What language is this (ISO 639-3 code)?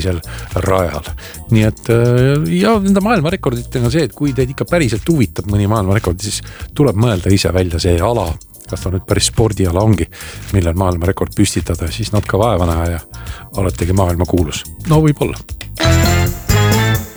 est